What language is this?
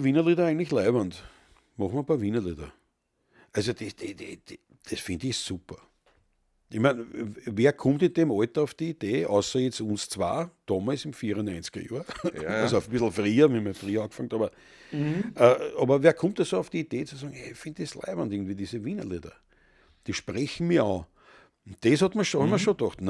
Bavarian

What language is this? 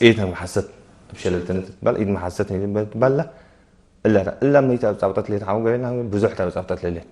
Tigre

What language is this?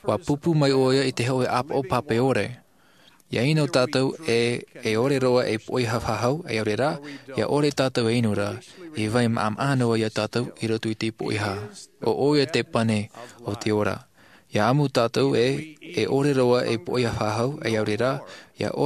Tahitian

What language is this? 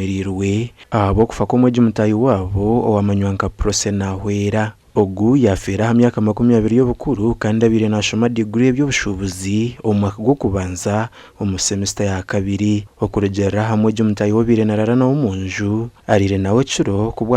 Nyankole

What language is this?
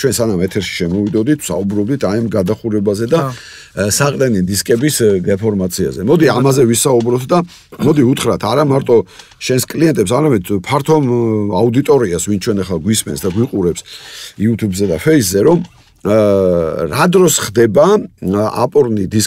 Georgian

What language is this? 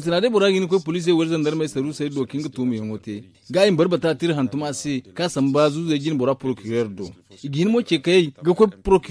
Zarma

